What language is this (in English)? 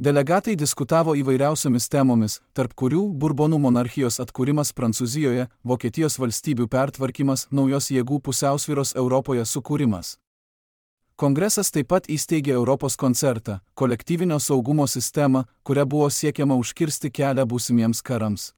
Lithuanian